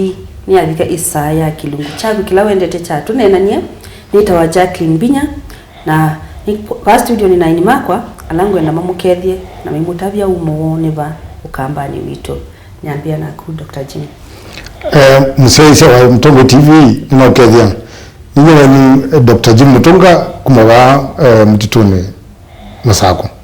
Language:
Kamba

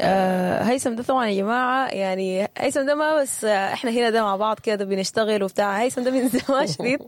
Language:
Sudanese Arabic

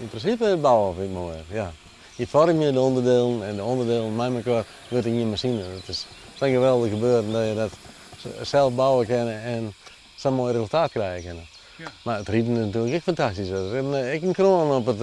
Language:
Western Frisian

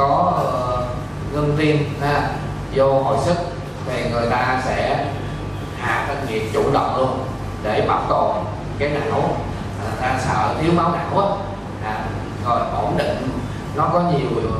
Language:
Vietnamese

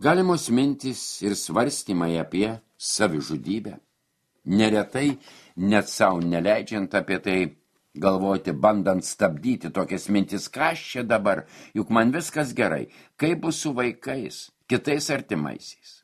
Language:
Lithuanian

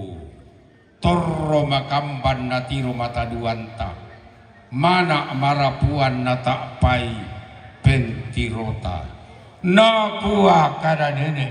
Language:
Toraja-Sa'dan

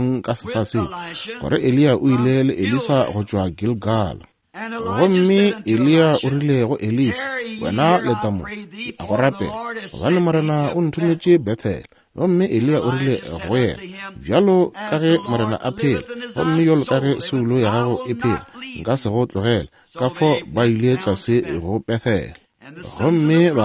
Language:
Northern Sotho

